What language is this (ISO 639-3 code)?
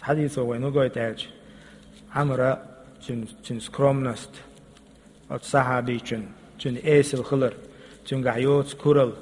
che